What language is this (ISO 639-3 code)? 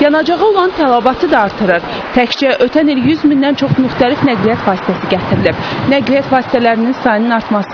aze